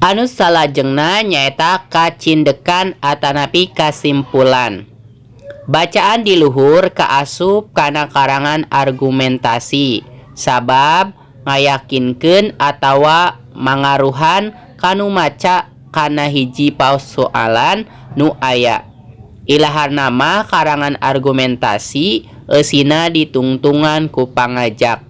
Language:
Sundanese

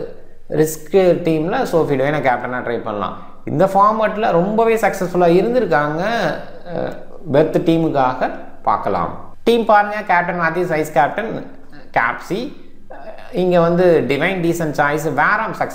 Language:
Tamil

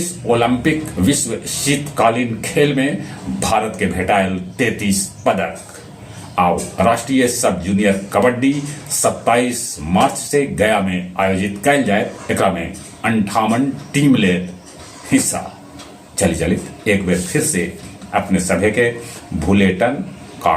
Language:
Magahi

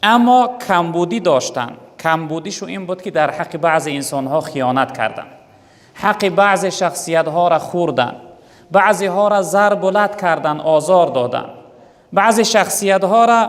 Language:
Tajik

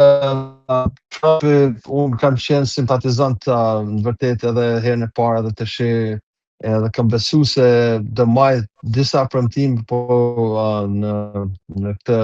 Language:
Albanian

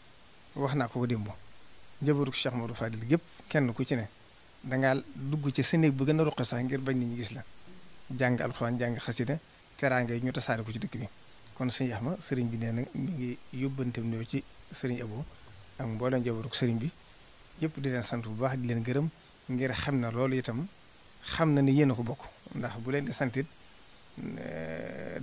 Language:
Wolof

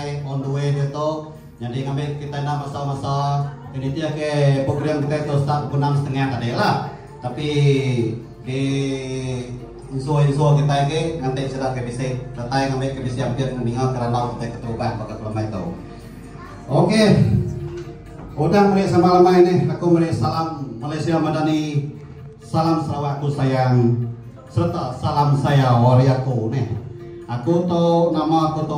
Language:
Iban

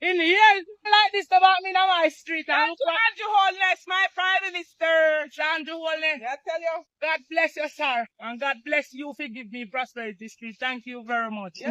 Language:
Jamaican Creole English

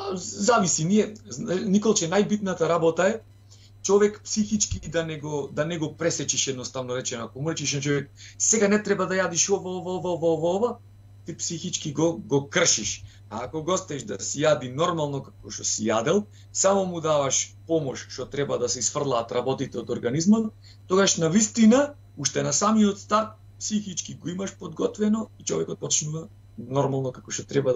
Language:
Macedonian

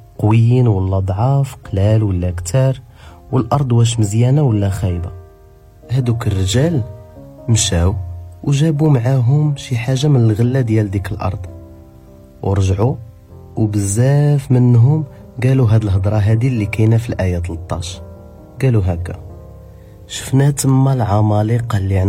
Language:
Moroccan Arabic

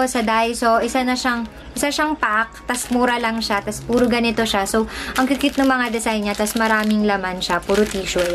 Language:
Filipino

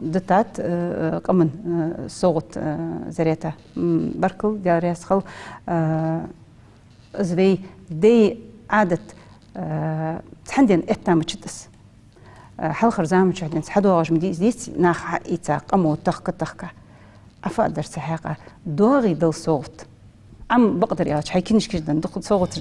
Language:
Ingush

